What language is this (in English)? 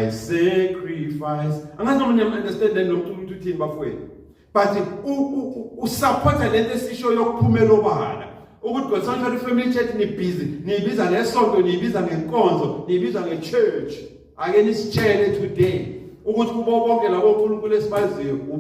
Zulu